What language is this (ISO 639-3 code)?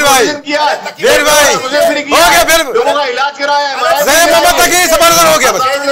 hin